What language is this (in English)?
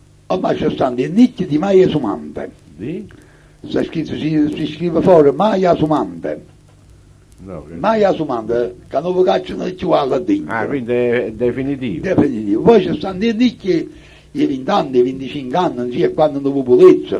Neapolitan